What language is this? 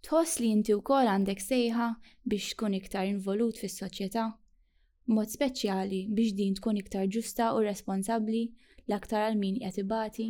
Maltese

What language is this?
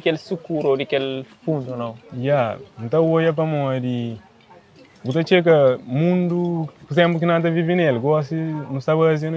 Kabuverdianu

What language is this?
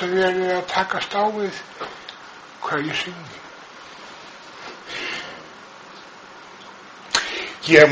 Icelandic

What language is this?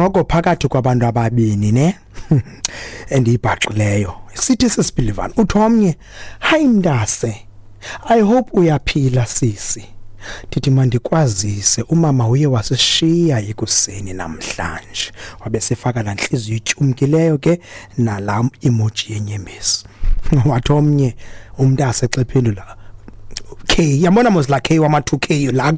Xhosa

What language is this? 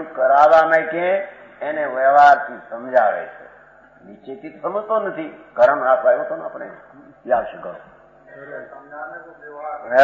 Gujarati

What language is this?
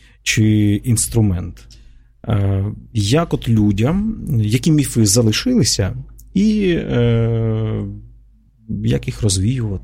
Ukrainian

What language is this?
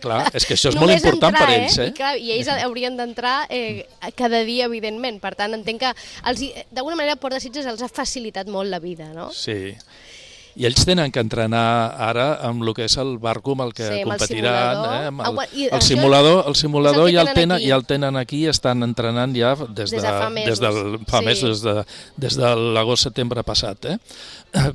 Catalan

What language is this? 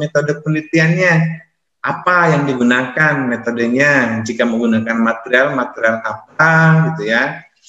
Indonesian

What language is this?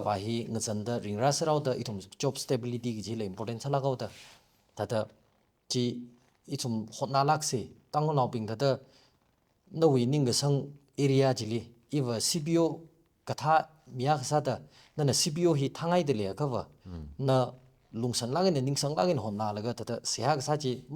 Tangkhul Naga (India)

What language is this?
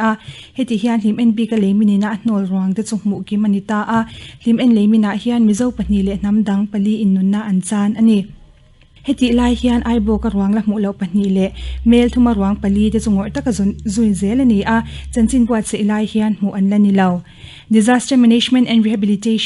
Mizo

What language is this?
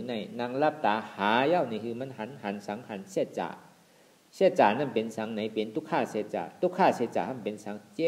Shan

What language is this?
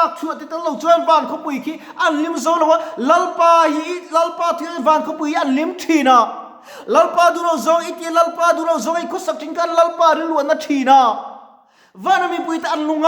Mizo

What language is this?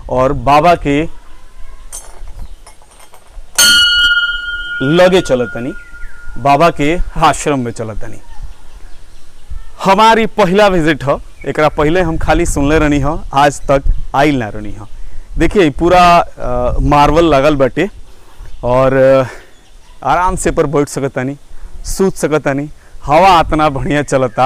Bhojpuri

